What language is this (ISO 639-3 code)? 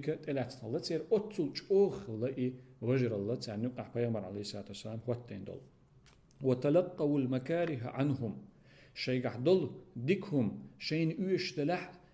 che